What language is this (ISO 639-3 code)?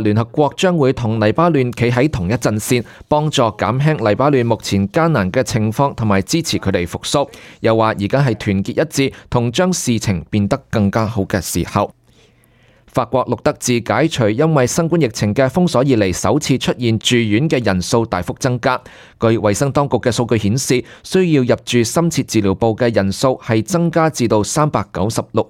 yue